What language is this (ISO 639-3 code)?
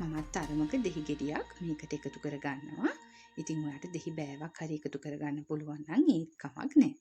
sin